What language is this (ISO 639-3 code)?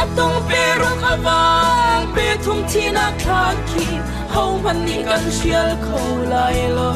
cnh